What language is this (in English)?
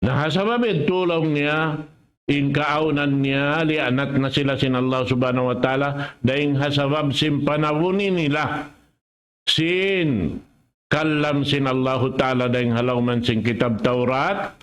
Tausug